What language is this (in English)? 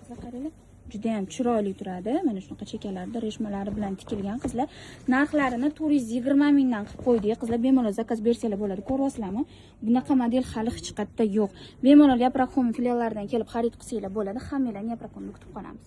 Uzbek